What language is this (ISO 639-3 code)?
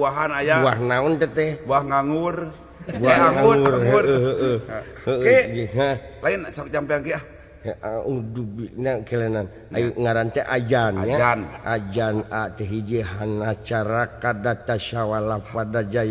sun